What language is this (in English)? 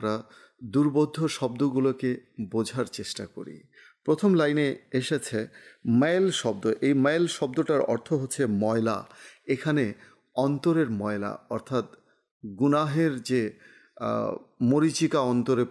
Bangla